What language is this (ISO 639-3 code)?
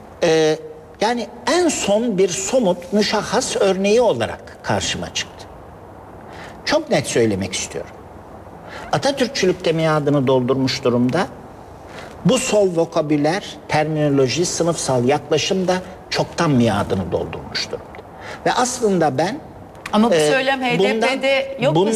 tur